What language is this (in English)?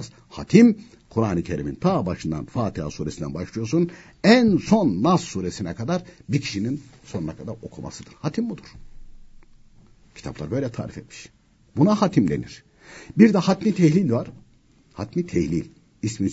Turkish